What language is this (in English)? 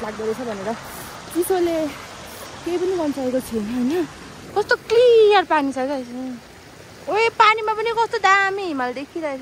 Nepali